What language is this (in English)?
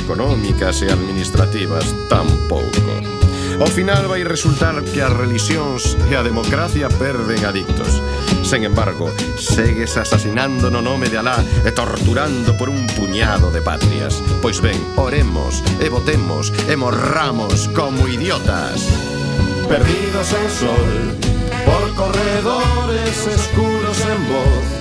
Galician